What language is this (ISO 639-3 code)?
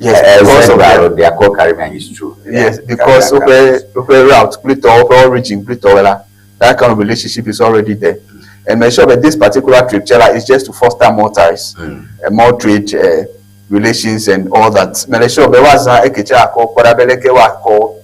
ewe